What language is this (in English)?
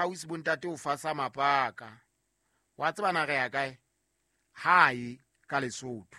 Southern Sotho